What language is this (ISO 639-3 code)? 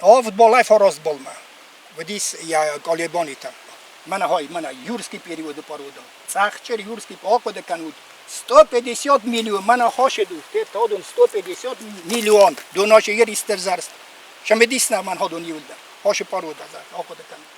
oss